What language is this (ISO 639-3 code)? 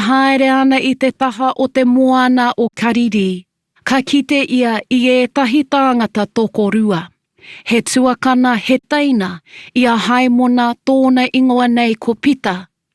mri